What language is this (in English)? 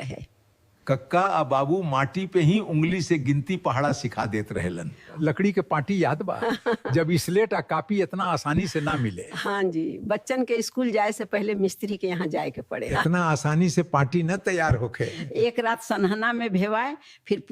Bhojpuri